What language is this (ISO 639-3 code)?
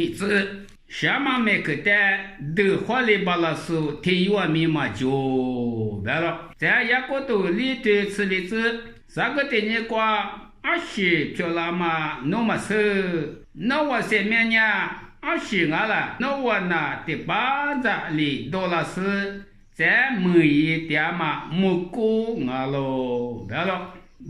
lis